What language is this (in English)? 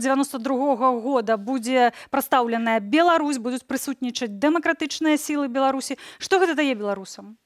Belarusian